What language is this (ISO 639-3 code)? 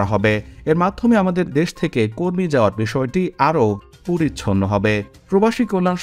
ben